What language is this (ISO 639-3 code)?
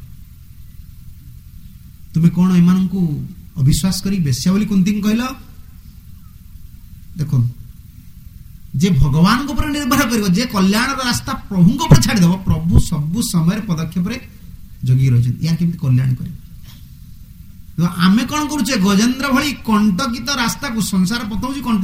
ori